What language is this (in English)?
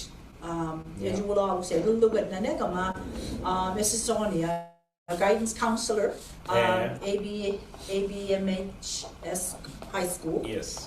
Mi'kmaw